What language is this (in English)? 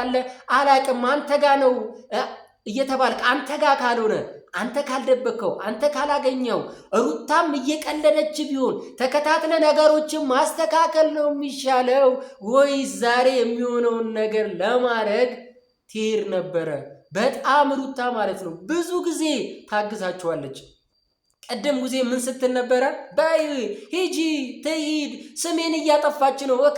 Amharic